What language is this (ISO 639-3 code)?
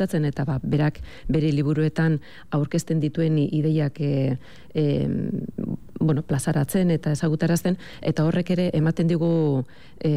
eus